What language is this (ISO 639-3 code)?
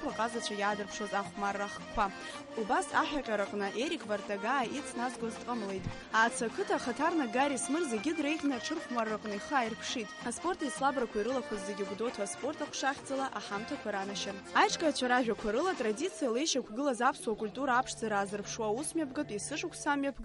abk